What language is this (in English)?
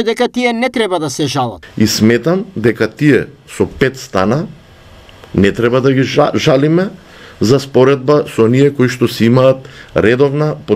Macedonian